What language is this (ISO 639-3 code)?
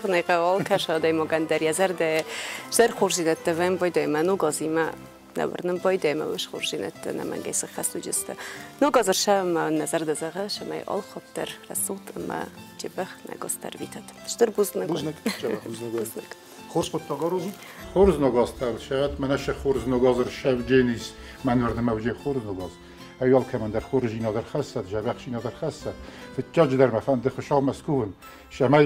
oss